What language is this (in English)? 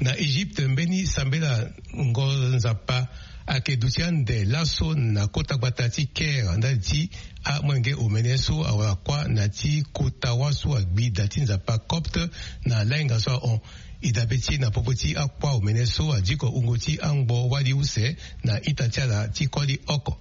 Sango